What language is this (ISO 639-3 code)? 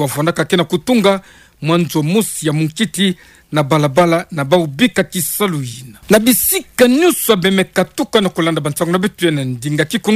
ktu